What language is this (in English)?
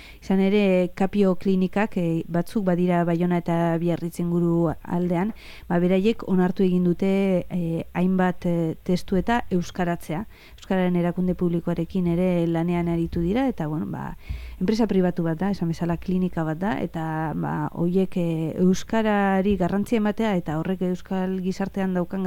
Basque